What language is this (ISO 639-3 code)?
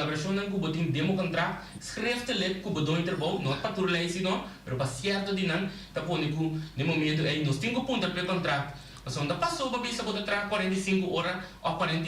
pap